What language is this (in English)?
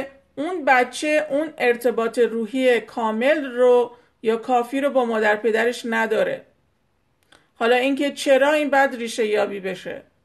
Persian